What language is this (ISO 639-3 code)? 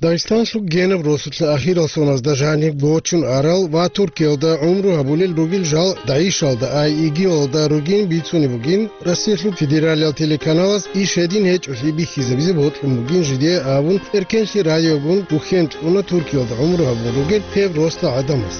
ava